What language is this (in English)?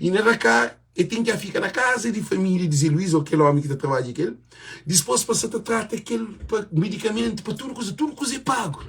Kabuverdianu